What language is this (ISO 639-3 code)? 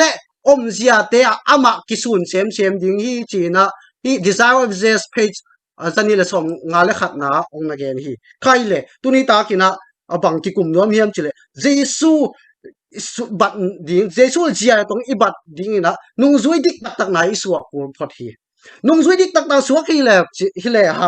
ctd